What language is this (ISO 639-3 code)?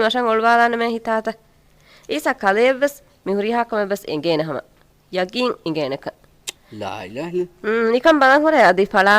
div